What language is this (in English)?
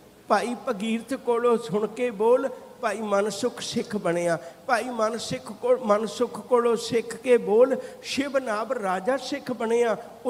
Punjabi